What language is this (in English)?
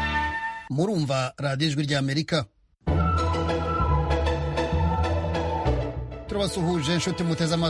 Kinyarwanda